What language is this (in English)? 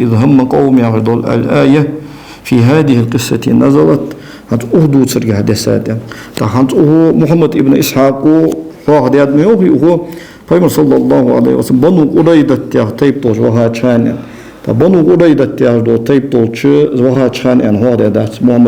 Ingush